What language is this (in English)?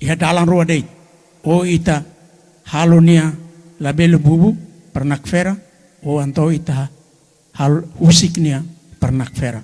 Tetum